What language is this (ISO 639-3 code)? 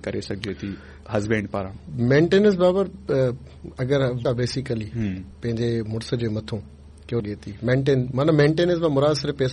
snd